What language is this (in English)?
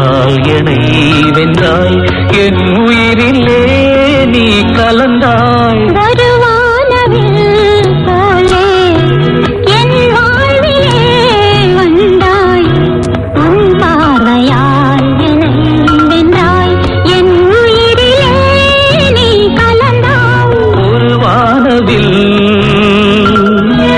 Tamil